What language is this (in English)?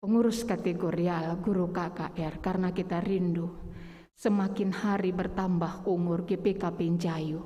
Batak Karo